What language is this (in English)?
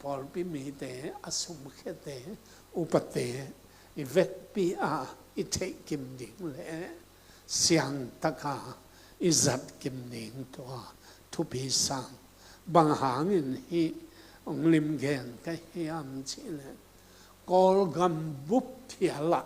Tedim Chin